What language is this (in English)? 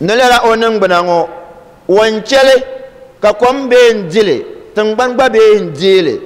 Dagbani